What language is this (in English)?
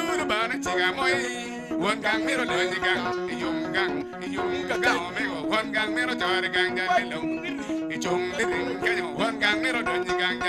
Acoli